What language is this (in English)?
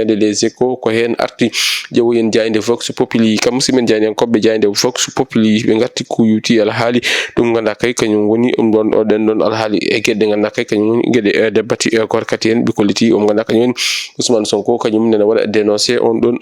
Fula